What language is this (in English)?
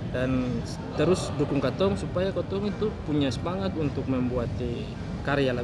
Ambonese Malay